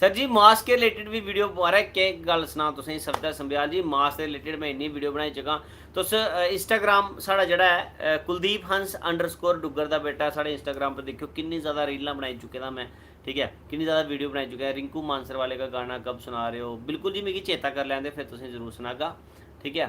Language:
Dogri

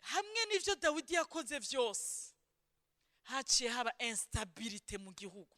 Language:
Rundi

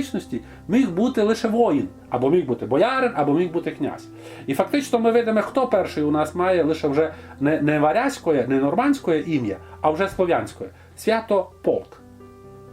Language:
Rusyn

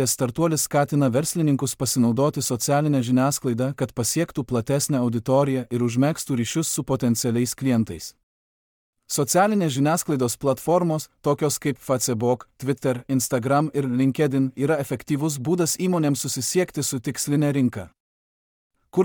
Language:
Lithuanian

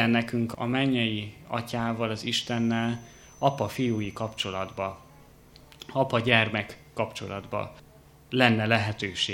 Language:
Hungarian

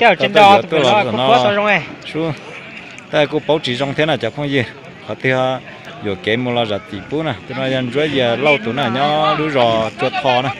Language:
Hmong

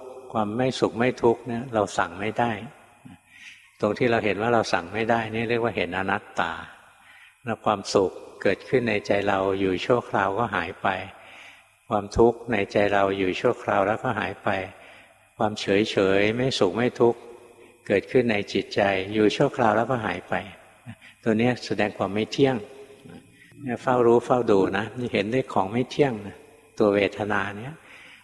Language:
Thai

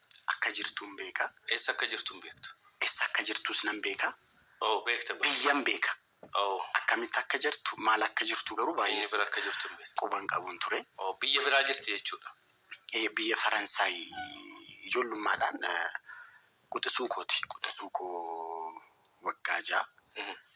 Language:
Oromo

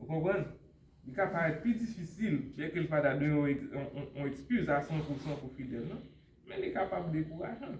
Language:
Haitian Creole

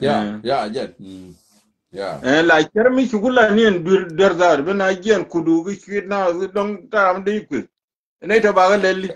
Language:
Nuer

